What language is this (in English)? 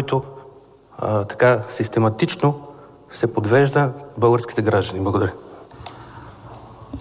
Bulgarian